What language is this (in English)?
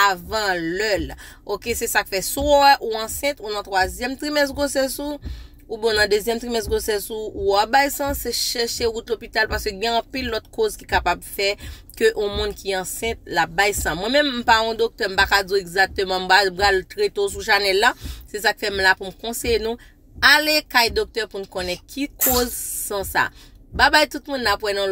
Haitian Creole